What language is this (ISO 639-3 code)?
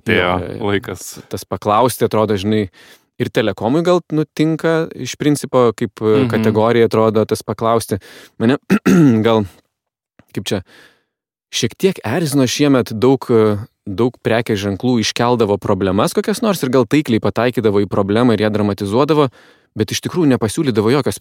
lit